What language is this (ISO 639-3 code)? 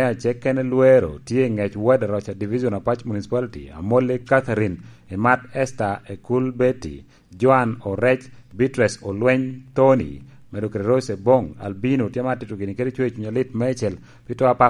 laj